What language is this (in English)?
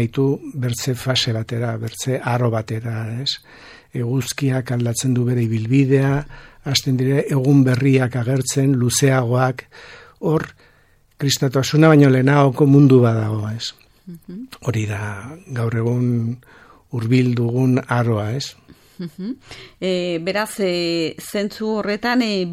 Basque